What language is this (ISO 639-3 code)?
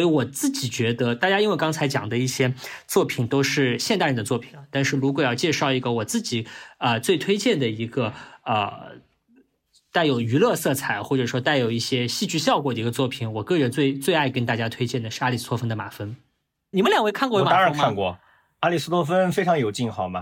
zho